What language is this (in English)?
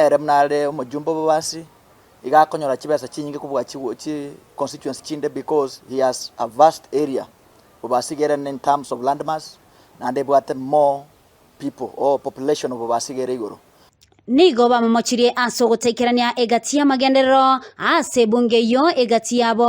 Gusii